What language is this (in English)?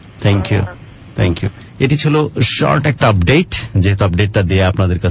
Bangla